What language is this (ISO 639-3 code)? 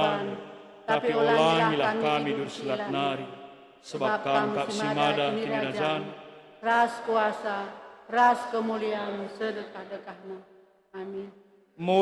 btx